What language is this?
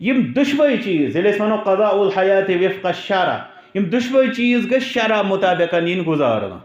Kashmiri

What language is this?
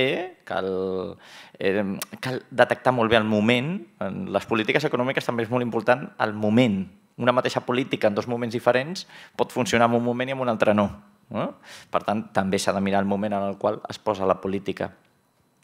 Catalan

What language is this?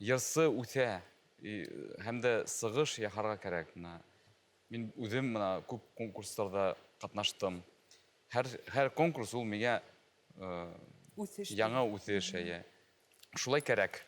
Bashkir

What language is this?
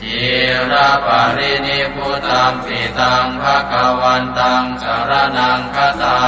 Pali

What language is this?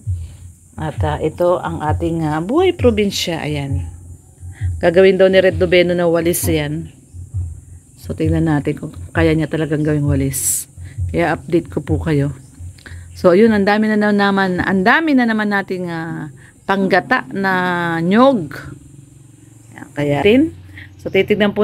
Filipino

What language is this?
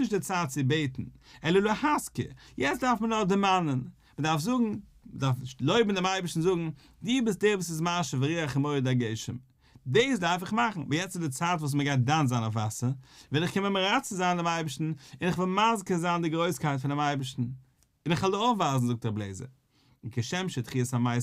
Yiddish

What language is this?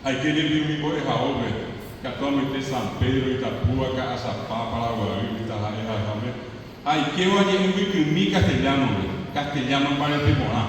Guarani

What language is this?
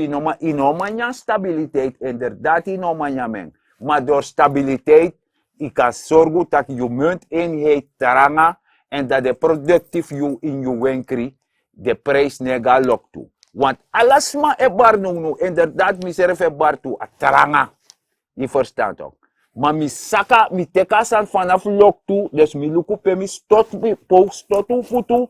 Sranan Tongo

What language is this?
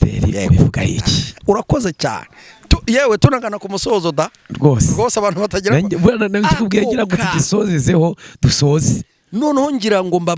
Kinyarwanda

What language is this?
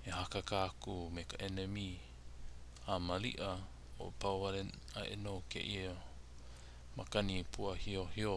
Hawaiian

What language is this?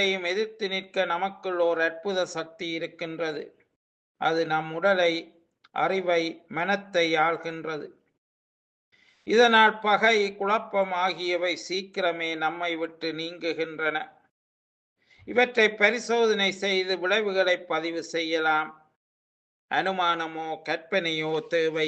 Tamil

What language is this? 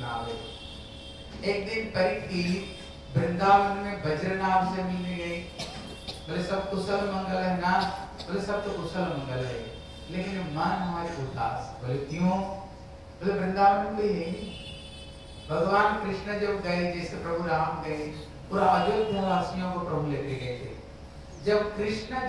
Hindi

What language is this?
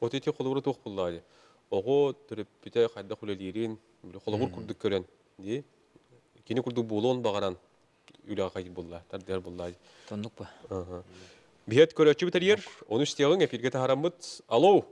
Yakut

